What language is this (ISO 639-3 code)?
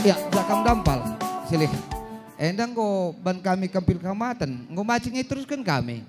btx